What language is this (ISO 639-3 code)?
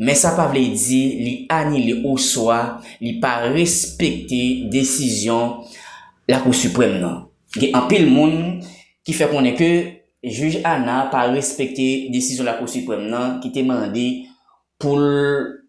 hat